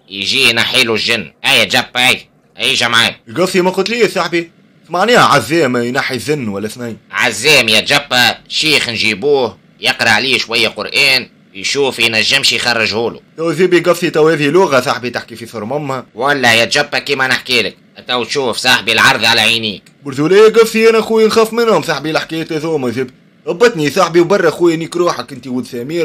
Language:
Tunisian Arabic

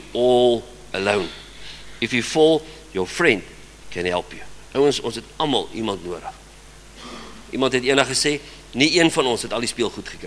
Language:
Afrikaans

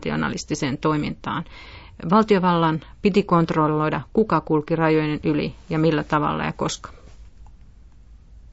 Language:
Finnish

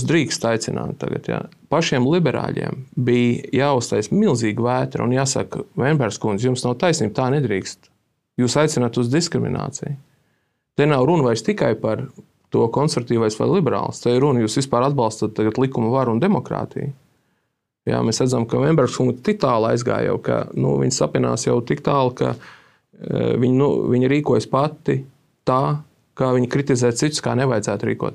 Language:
Latvian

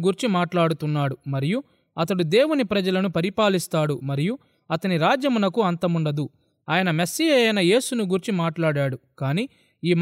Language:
Telugu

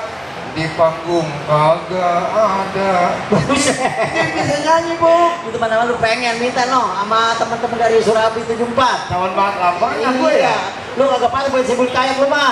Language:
Betawi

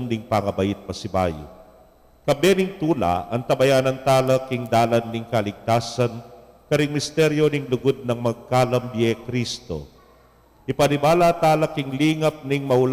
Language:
Pampanga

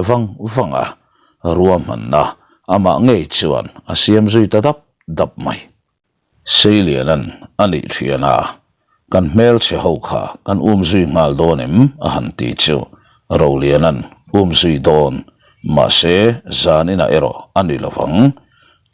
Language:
Mizo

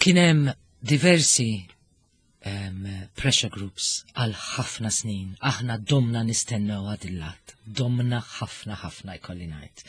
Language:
Maltese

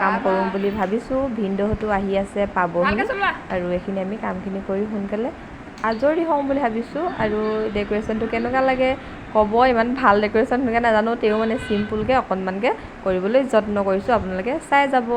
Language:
Assamese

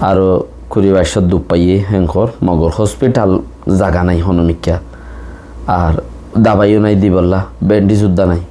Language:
Rohingya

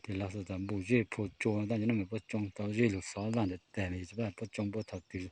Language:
Hmong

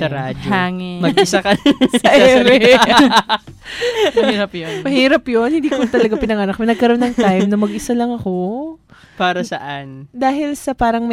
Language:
Filipino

